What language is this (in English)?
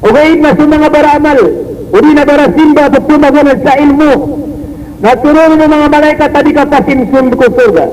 Maranao